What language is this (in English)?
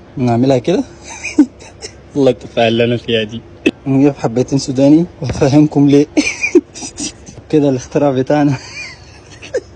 Egyptian Arabic